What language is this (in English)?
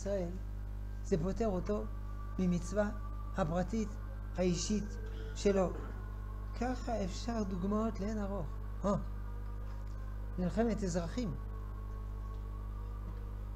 Hebrew